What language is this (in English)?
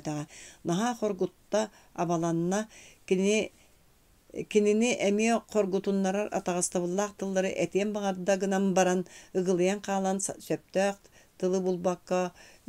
Yakut